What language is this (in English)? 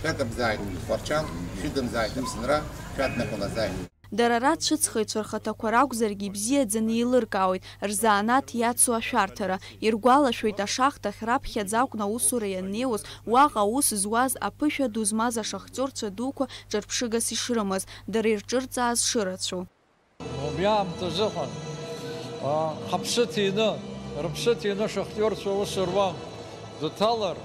Abkhazian